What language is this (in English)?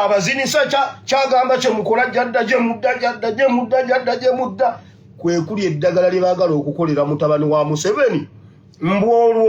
Ganda